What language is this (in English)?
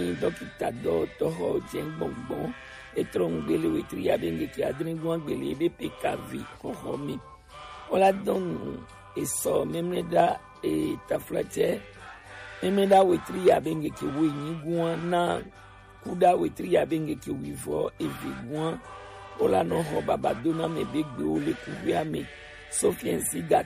Gen